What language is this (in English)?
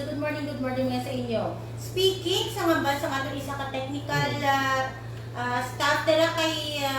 Hiligaynon